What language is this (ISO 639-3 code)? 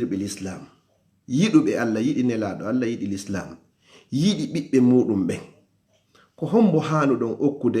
ful